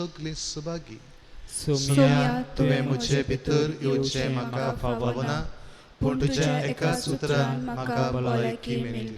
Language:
Konkani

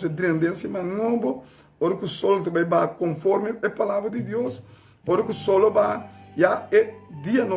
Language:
Papiamento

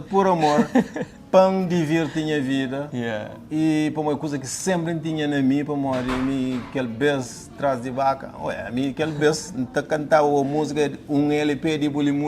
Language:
Kabuverdianu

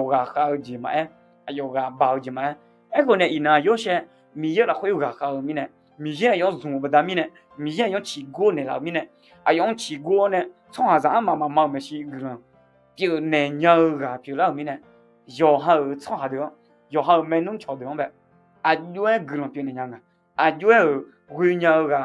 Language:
Akha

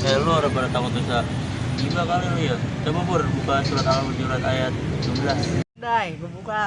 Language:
Betawi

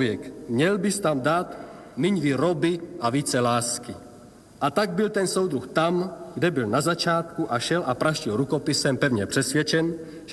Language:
Czech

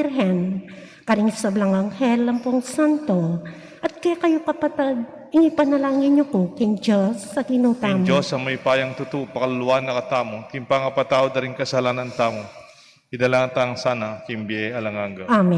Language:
Pampanga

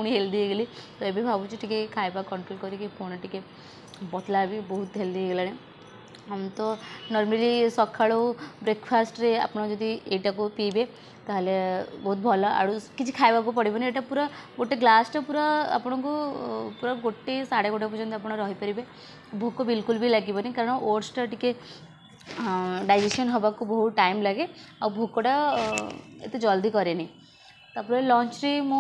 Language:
Odia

